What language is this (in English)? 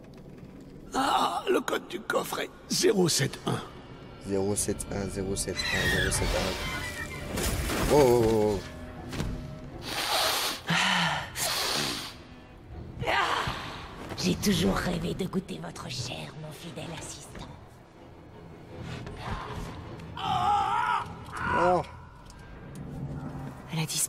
French